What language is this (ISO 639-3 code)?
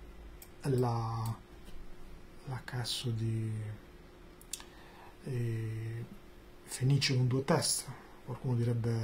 ita